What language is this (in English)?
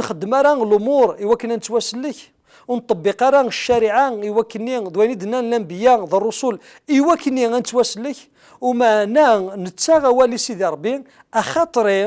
Kabyle